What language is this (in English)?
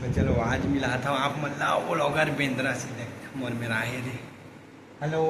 Chhattisgarhi